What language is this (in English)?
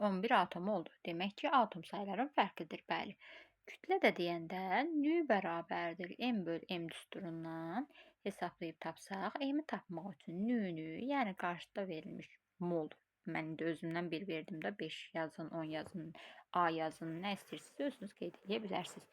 Azerbaijani